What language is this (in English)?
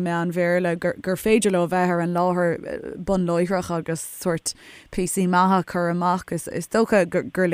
Irish